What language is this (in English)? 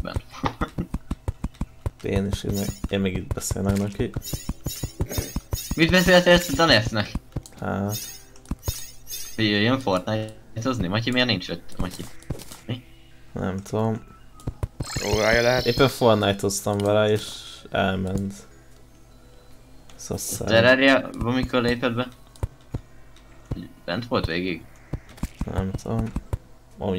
Hungarian